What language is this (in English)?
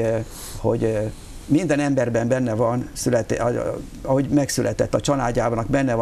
Hungarian